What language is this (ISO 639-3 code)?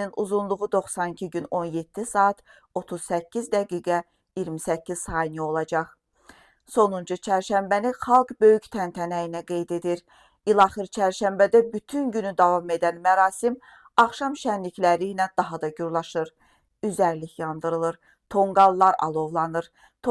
aze